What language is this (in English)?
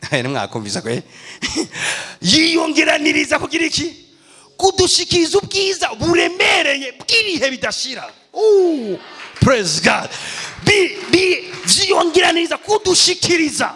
Rundi